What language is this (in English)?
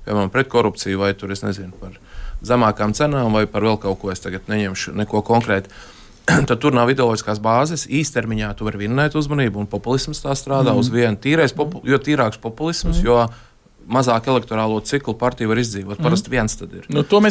Latvian